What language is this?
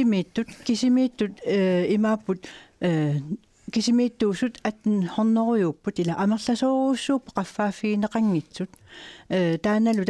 Kalaallisut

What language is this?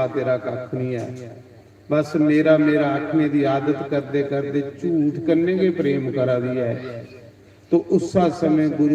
Dogri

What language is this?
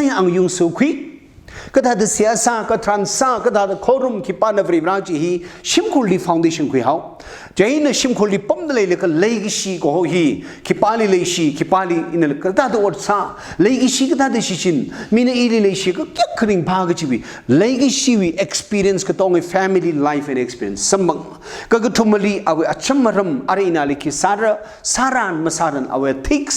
Tangkhul Naga (India)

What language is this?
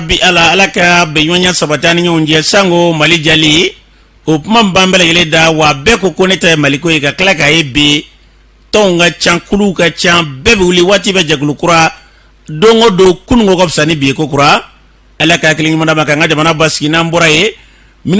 Bambara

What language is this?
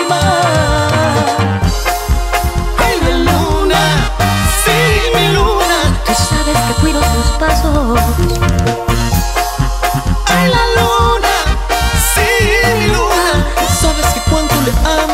Spanish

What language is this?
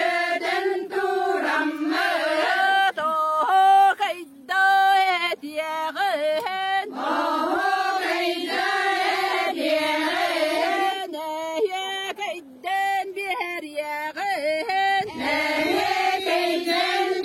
Yakut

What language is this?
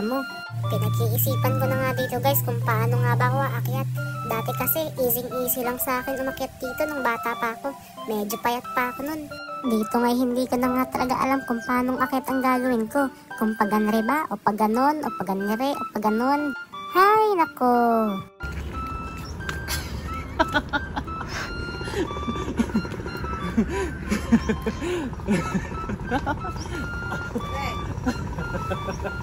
Filipino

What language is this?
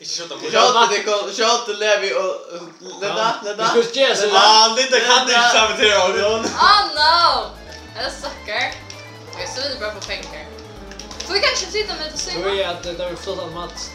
Faroese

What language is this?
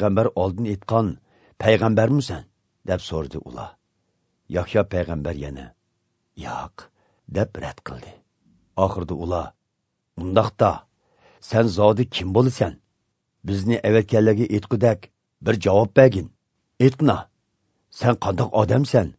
Azerbaijani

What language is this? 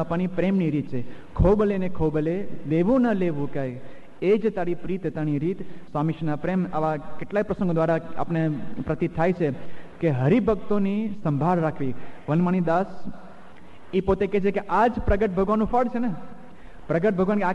Gujarati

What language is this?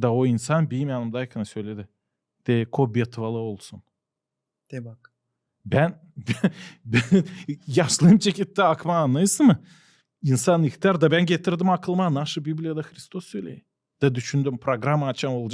Gagauz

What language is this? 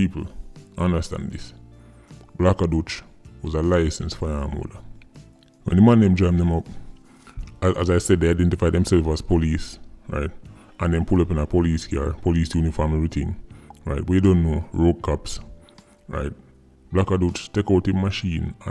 Jamaican Creole English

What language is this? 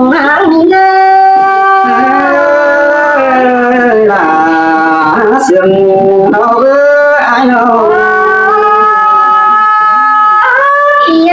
Vietnamese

